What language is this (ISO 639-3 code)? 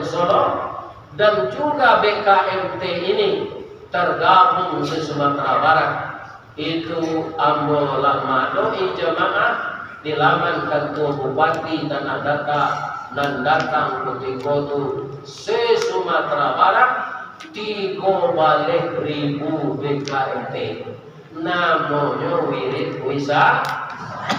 min